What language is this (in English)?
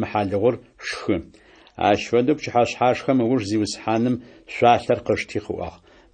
Adyghe